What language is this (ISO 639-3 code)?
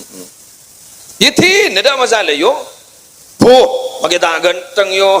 mad